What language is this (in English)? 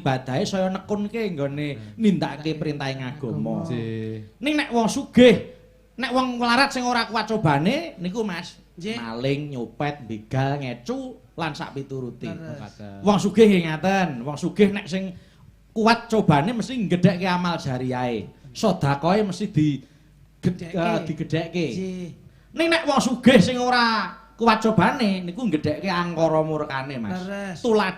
Javanese